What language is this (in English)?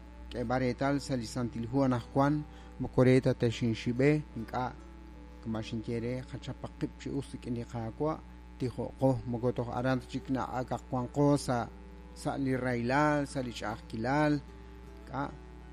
Kekchí